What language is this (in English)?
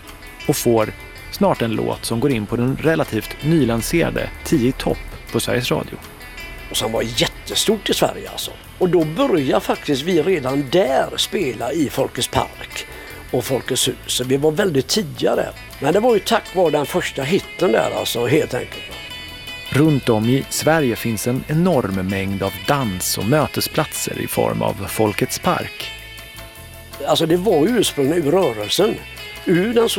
Swedish